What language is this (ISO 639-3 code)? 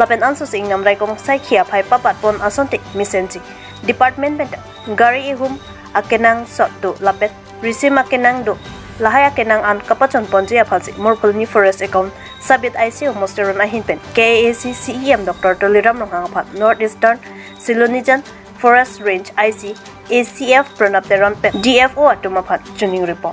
mjw